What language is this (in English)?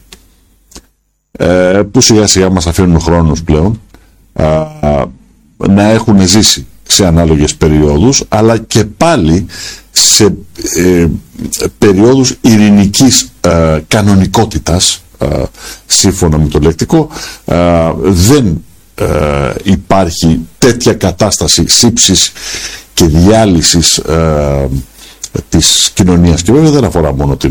Greek